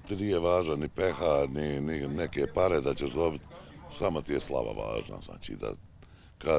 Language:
Bosnian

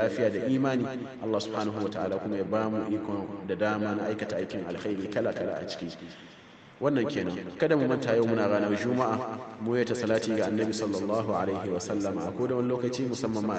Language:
Hausa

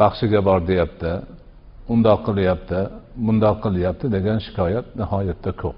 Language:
Uzbek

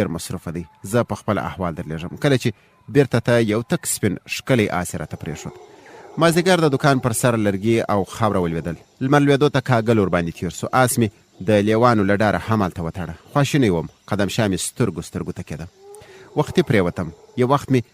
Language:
Pashto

